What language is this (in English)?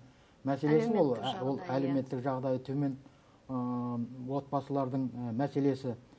Kazakh